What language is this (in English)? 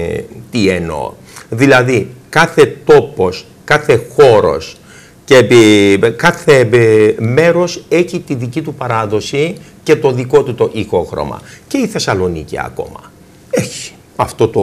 Greek